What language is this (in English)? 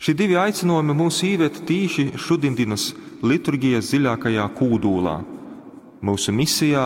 Latgalian